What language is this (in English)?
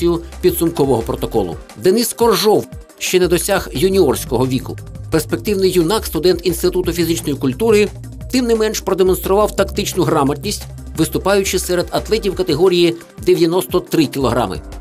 Ukrainian